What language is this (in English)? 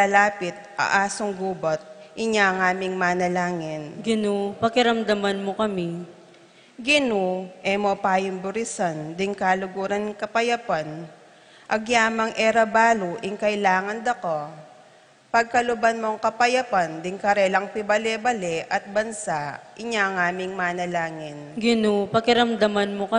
Pampanga